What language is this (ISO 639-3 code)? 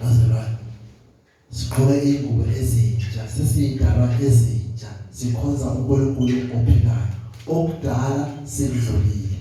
zul